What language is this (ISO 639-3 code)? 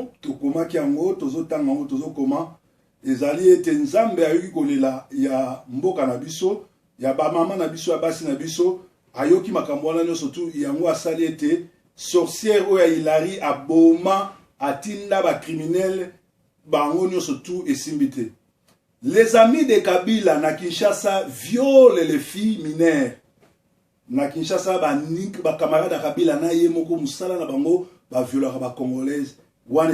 lin